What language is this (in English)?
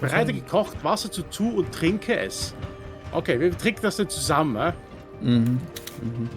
Swiss German